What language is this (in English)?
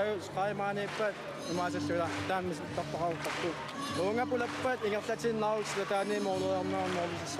Kalaallisut